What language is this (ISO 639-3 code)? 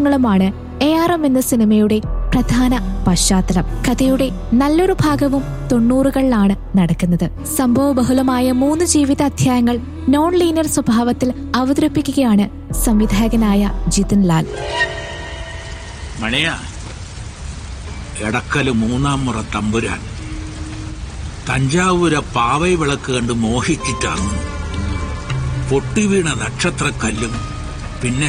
mal